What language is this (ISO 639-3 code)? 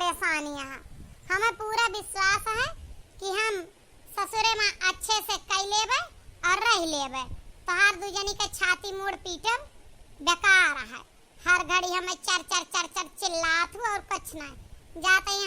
awa